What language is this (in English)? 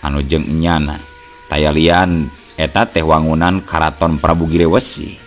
Sundanese